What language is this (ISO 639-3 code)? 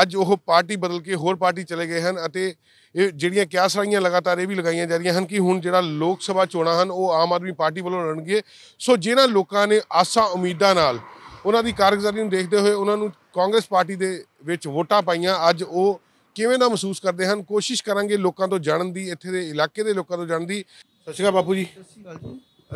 pan